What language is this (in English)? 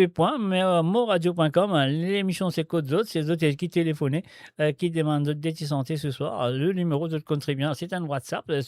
Morisyen